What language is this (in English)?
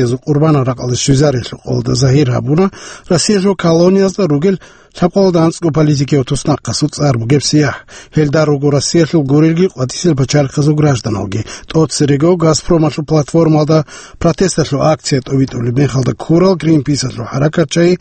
Avaric